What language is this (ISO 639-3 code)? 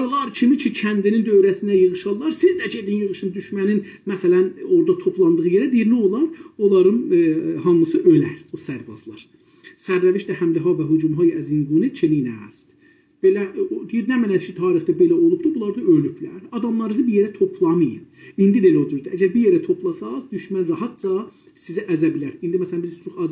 azb